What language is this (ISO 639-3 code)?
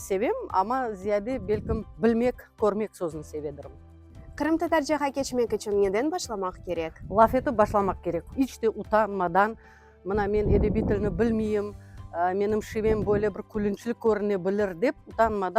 crh